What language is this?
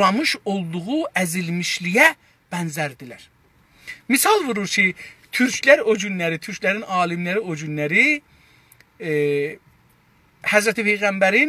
South Azerbaijani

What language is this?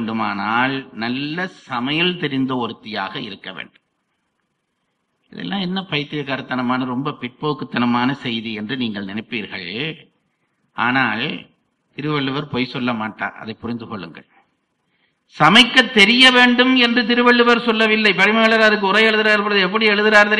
Tamil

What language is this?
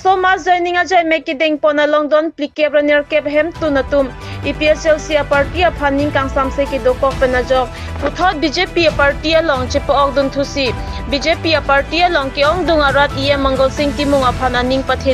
Karbi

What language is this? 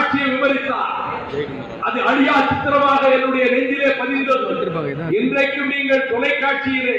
Tamil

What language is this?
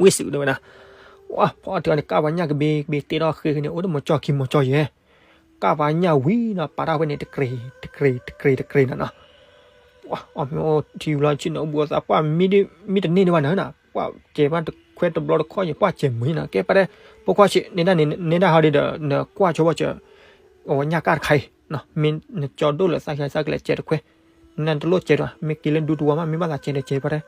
S'gaw Karen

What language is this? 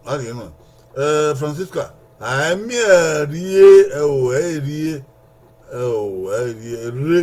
Bini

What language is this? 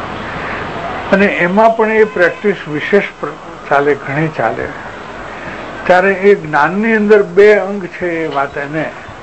Gujarati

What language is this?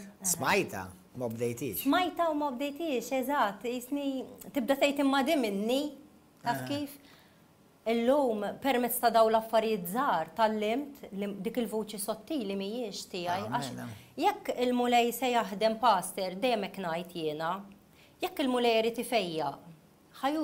Maltese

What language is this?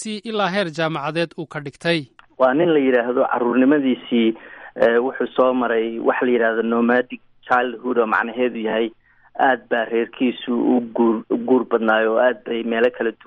Somali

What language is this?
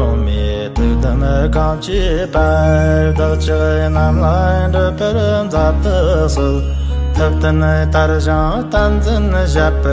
Tibetan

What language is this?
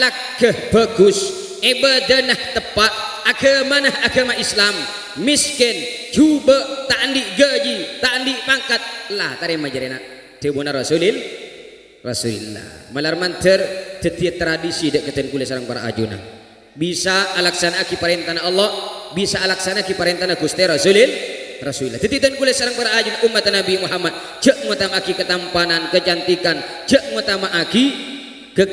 Madurese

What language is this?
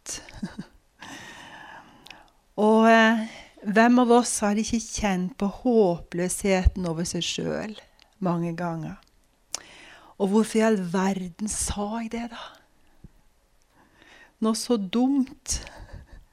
Norwegian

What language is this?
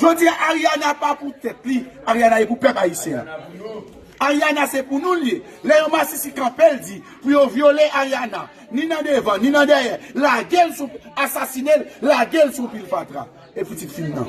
Haitian Creole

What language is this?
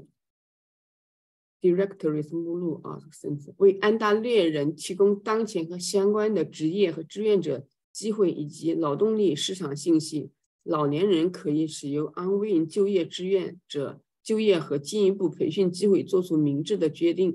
Chinese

